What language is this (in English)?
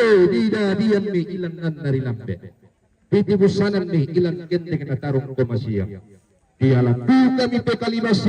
Toraja-Sa'dan